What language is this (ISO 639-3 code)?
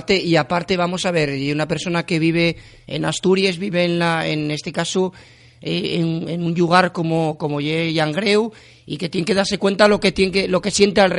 ast